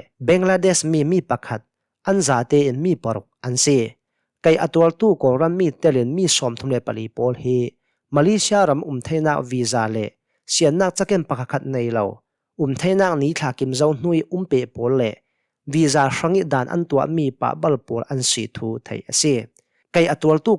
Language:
Hakha Chin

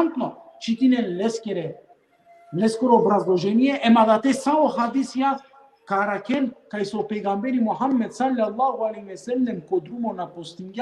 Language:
Balkan Romani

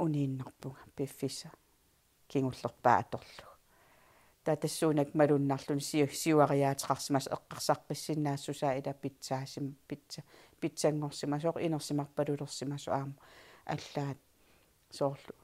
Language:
Kalaallisut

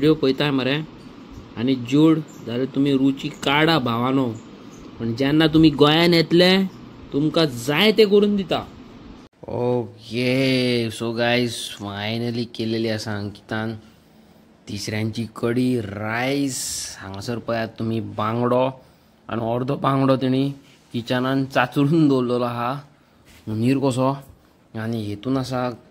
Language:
Konkani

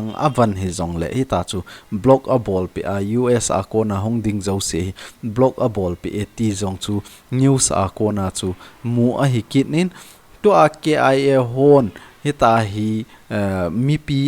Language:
Thado Chin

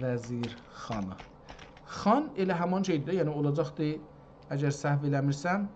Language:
South Azerbaijani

